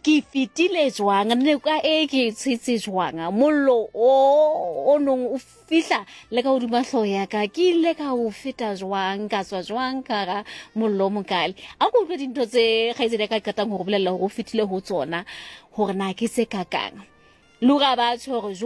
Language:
Southern Sotho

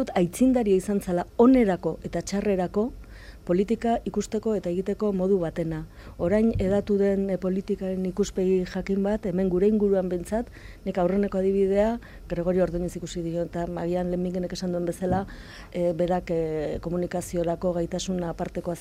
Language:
Basque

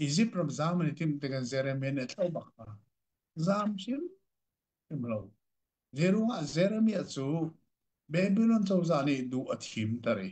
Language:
Hakha Chin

